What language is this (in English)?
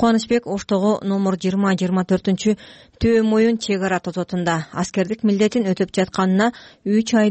Kyrgyz